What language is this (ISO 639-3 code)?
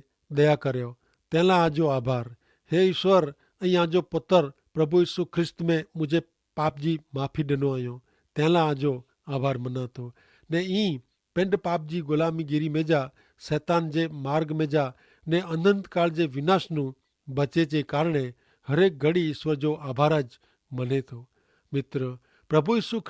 kfr